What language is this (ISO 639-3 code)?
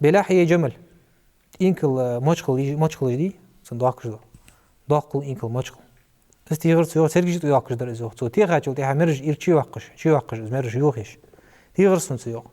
inh